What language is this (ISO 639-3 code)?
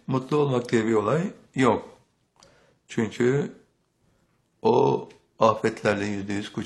tur